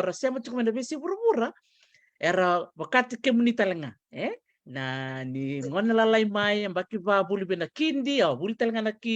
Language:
Fijian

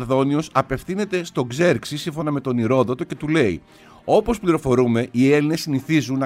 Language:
Greek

